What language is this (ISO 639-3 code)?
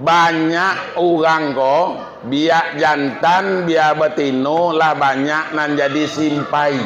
min